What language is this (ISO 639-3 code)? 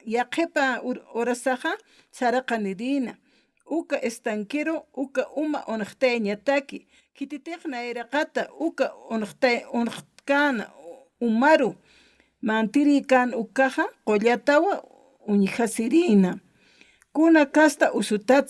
aym